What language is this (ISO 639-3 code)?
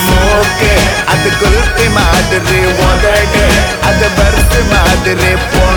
tam